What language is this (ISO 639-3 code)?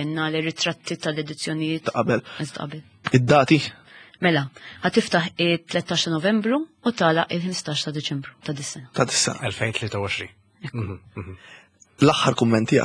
mlt